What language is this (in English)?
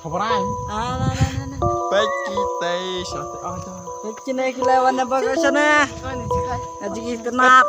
Khasi